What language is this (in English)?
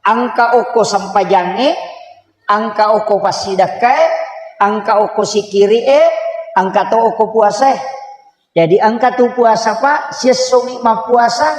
Buginese